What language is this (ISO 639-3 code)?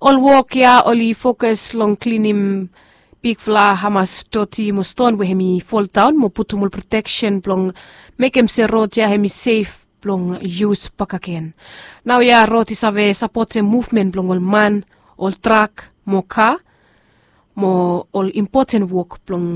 bis